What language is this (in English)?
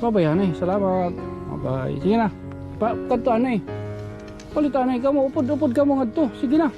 Waray